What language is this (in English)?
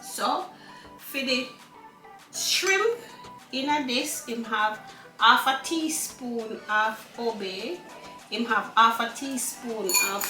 Jamaican Creole English